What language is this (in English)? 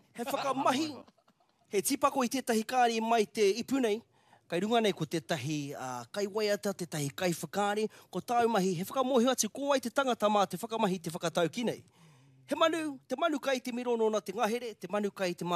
Māori